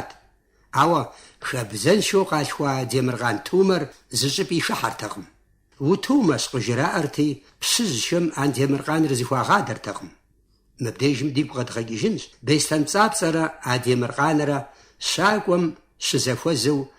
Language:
Kabardian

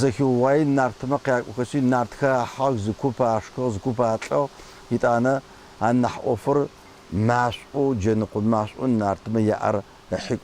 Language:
Adyghe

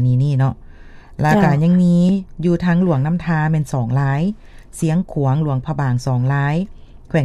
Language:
Lao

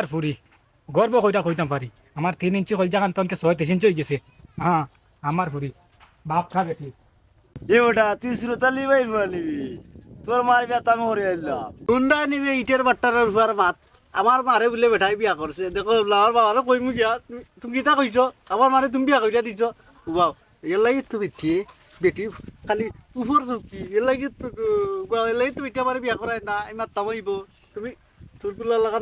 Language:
Sylheti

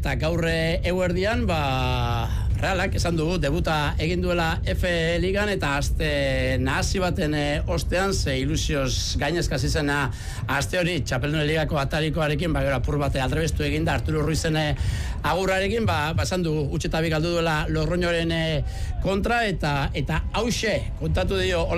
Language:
Basque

